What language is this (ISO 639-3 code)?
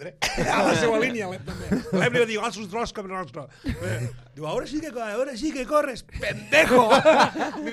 cat